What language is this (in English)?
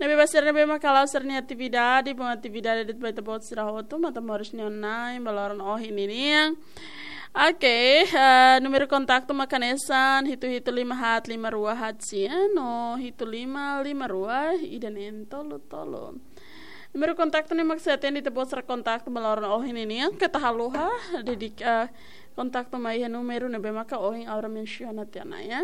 Tetum